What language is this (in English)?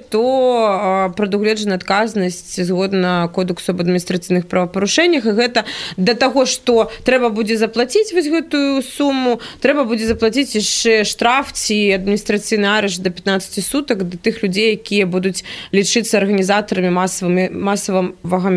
Belarusian